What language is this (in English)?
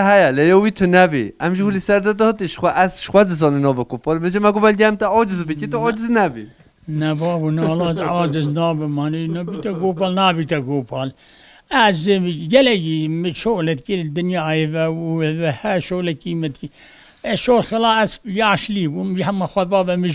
Kurdish